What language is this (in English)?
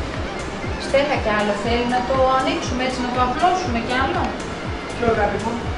Greek